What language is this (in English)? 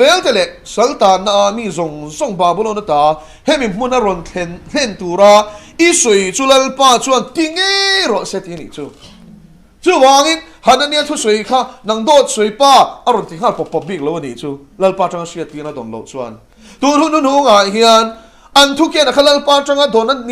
Mizo